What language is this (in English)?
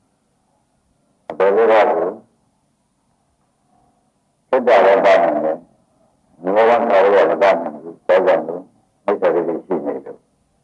Burmese